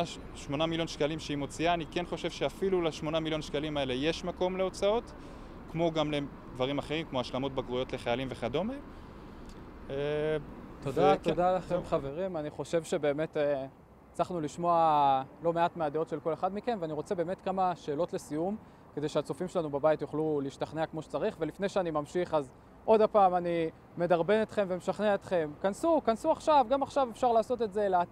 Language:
Hebrew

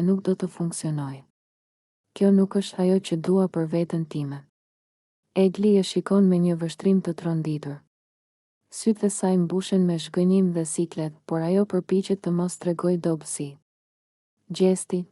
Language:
Albanian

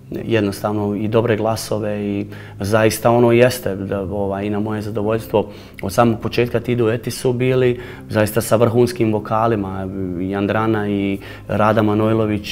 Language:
Serbian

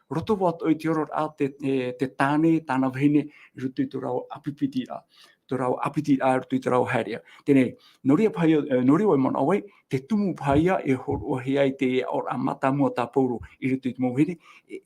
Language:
Tahitian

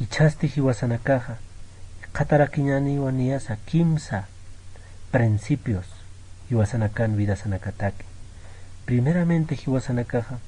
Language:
Aymara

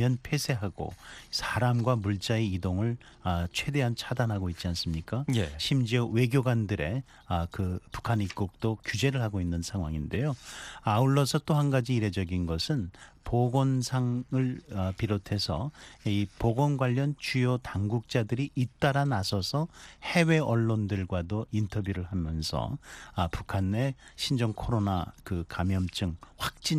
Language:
Korean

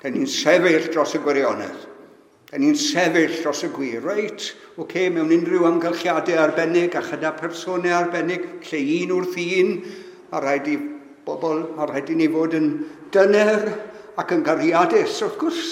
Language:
Welsh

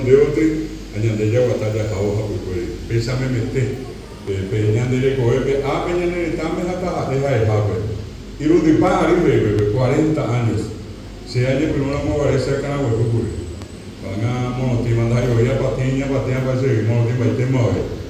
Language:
Guarani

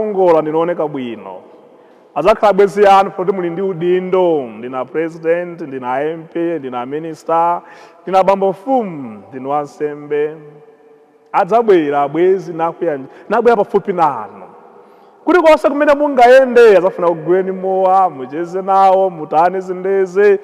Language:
Nyanja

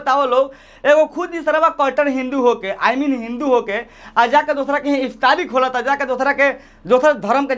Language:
Bhojpuri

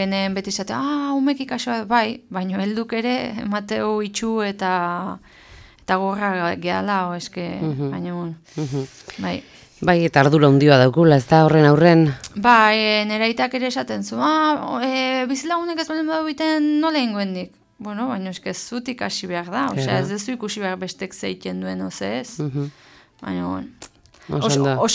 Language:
Basque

